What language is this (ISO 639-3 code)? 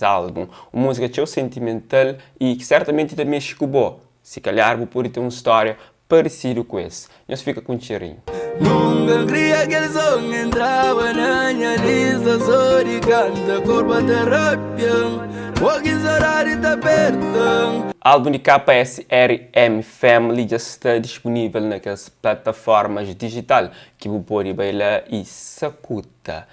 kea